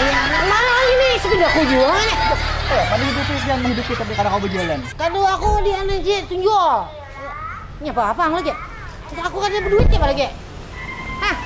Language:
Banjar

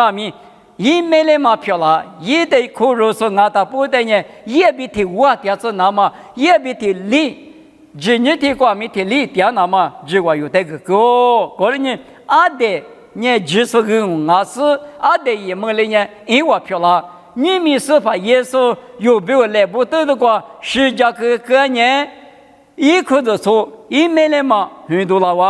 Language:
Lisu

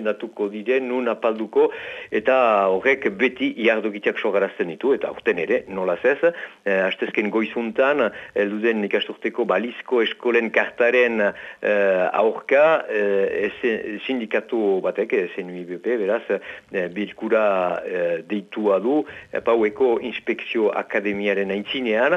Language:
Basque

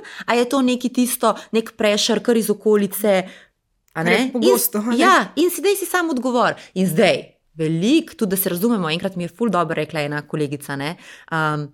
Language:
Slovenian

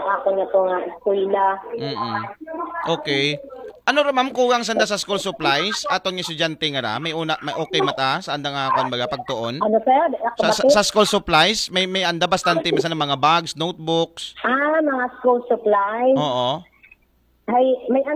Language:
Aklanon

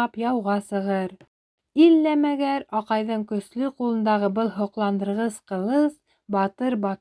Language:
Bashkir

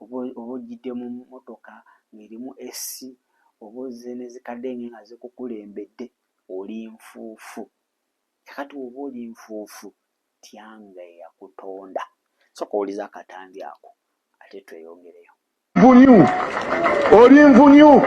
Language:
Ganda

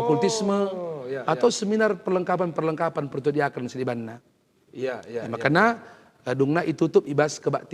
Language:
Batak Karo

